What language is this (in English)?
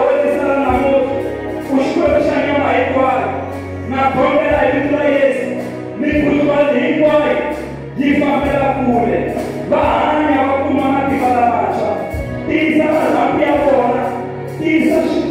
Tsonga